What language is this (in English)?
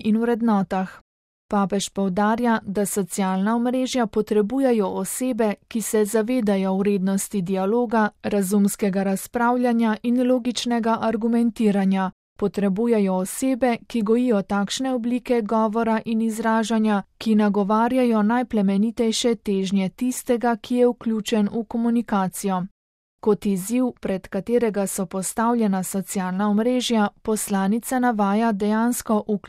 Slovenian